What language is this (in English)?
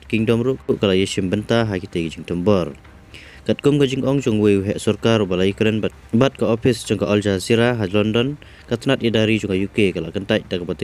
Khasi